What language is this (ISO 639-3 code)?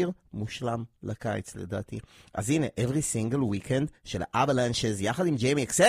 heb